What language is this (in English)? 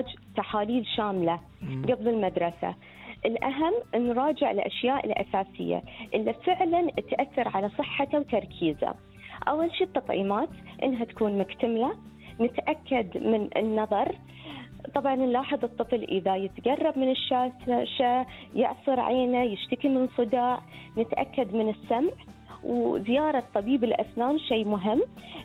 Gulf Arabic